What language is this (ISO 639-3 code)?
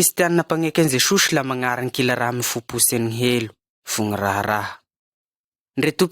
mlg